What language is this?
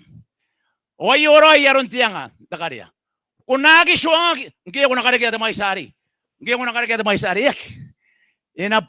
Gilbertese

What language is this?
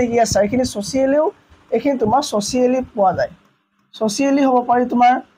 Assamese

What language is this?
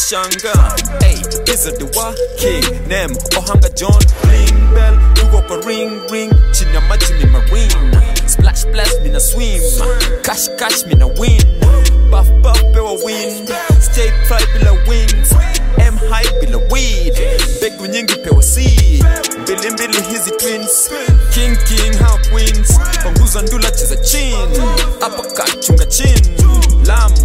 Swahili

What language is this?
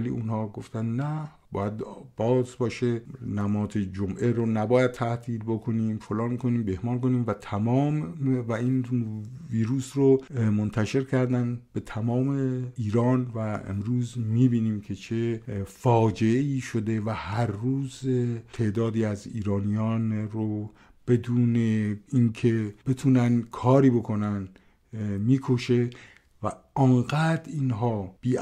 Persian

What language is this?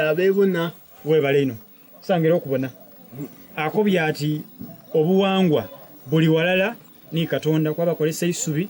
Soga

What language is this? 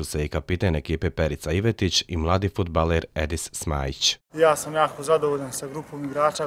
Bosnian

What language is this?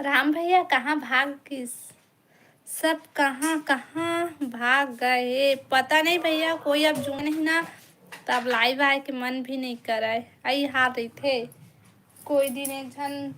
Chhattisgarhi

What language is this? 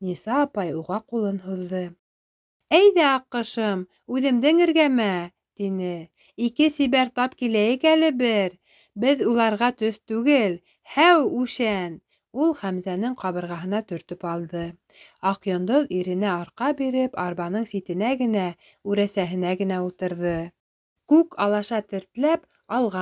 Bashkir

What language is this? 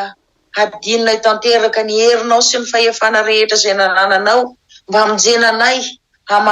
Malagasy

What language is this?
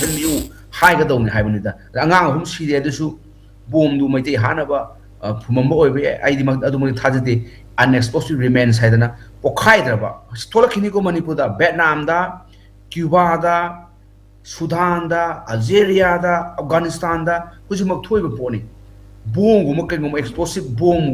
Manipuri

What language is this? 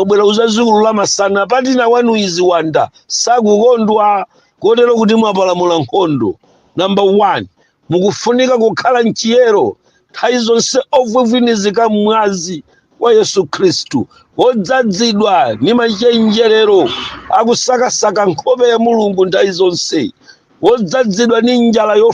Nyanja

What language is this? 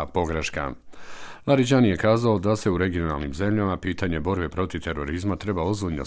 Bosnian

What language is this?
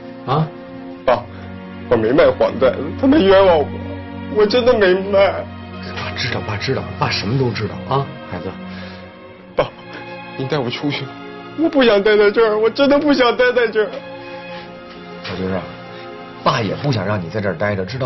Chinese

